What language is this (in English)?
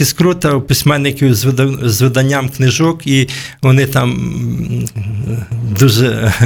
Ukrainian